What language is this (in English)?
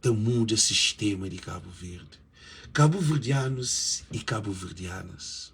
Kabuverdianu